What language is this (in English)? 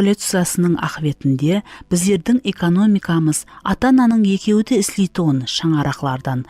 Kara-Kalpak